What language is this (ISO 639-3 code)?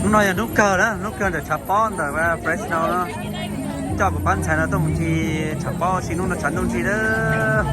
hmn